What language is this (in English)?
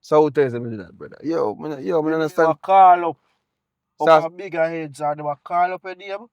Jamaican Creole English